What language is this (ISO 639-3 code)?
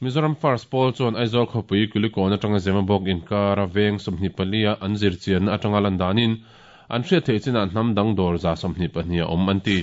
lus